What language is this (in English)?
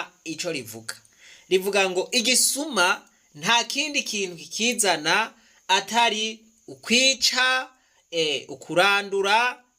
Rundi